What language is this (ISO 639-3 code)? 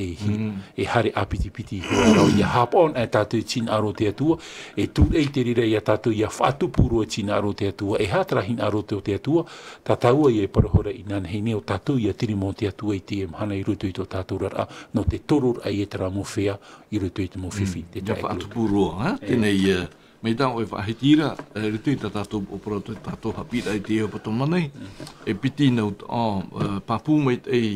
tah